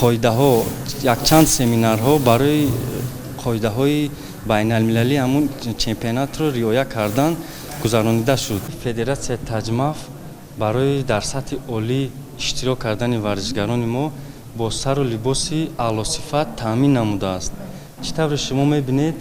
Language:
Tajik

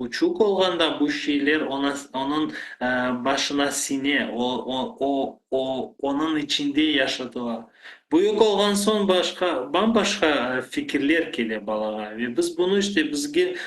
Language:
Crimean Tatar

